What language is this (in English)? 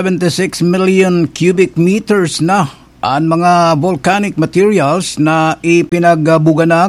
Bikol